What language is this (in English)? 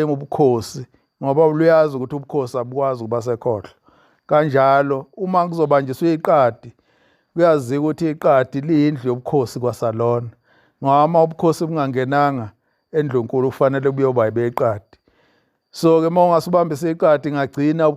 Zulu